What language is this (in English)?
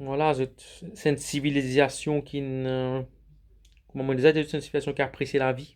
Morisyen